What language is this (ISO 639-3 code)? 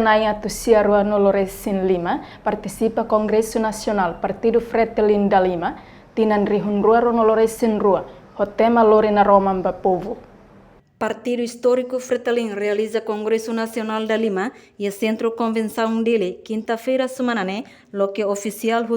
tet